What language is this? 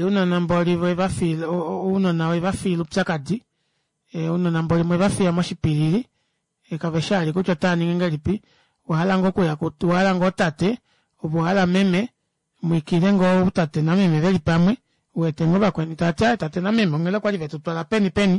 Kuanyama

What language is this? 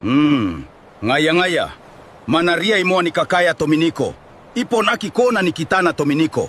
Gilbertese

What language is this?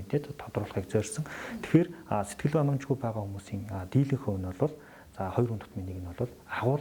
Mongolian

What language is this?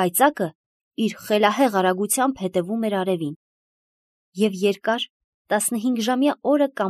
Armenian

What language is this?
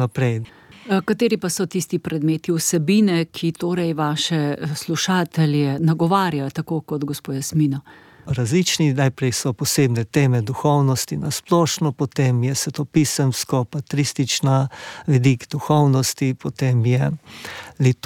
Slovenian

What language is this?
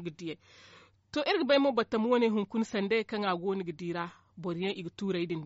Zarma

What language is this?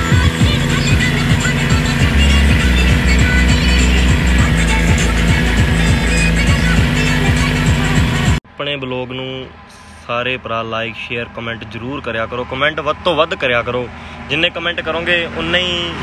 Punjabi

